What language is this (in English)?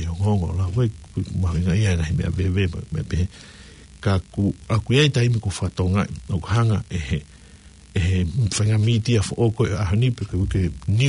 Tongan